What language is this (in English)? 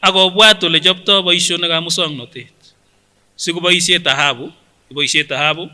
Kipsigis